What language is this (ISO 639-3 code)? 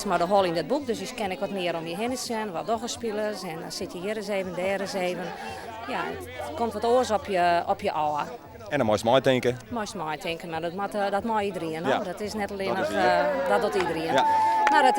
fry